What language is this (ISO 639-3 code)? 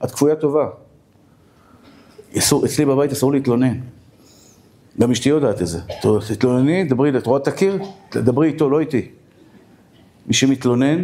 heb